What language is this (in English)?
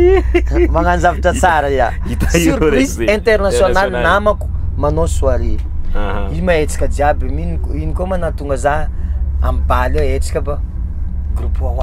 Malagasy